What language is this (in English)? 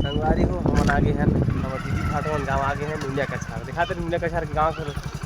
Chhattisgarhi